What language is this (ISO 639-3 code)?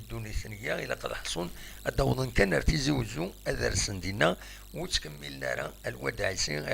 kab